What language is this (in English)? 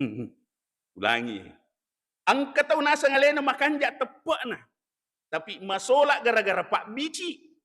Buginese